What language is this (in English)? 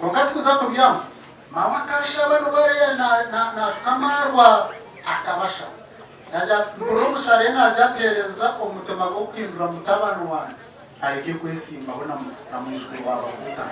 Nyankole